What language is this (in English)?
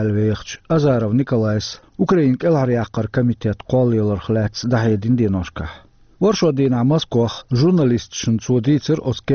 Chechen